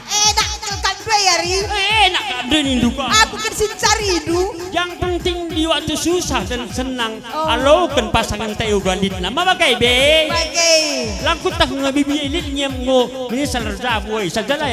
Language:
Batak Karo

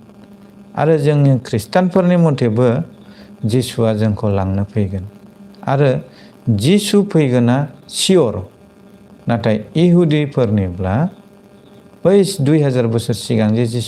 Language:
Bodo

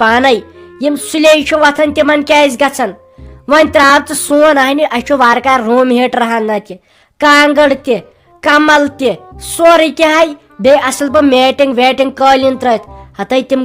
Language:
Kashmiri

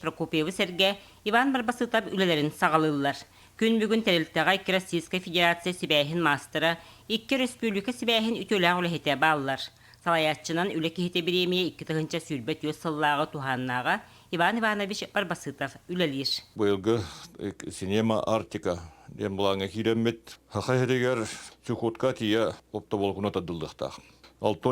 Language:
Yakut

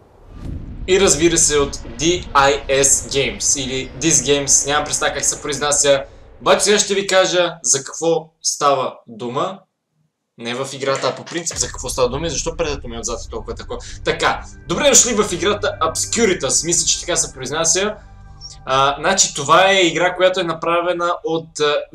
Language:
Bulgarian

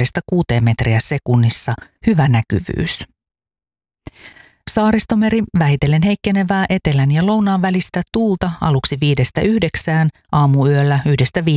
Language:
Finnish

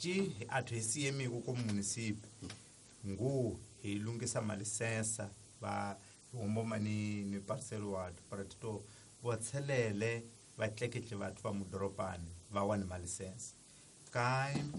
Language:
Tsonga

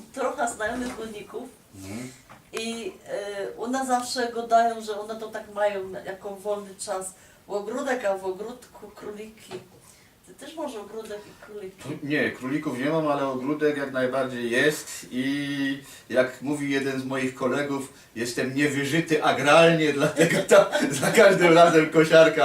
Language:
Silesian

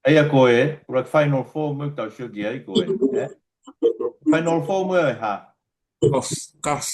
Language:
Tongan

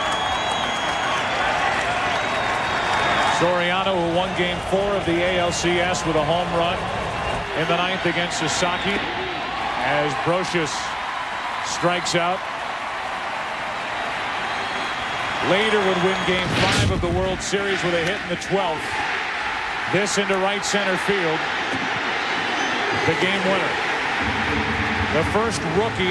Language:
English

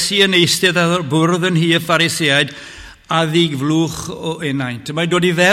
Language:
Welsh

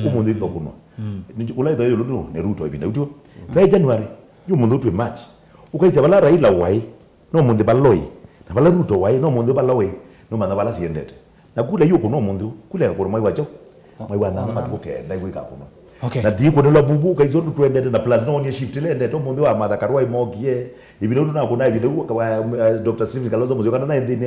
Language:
Kamba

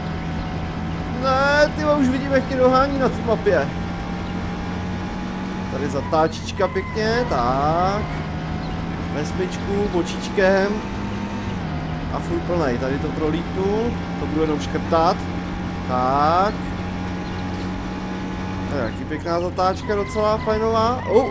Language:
Czech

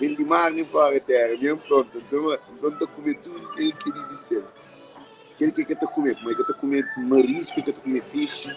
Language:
Kabuverdianu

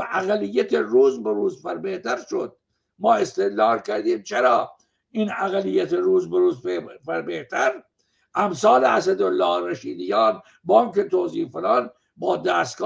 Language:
Persian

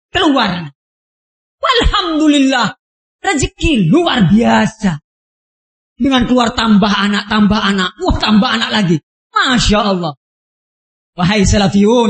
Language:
Indonesian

